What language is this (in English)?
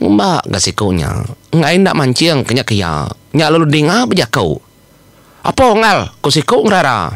Iban